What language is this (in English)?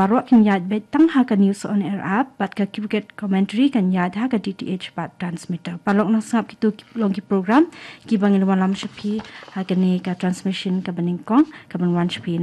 Khasi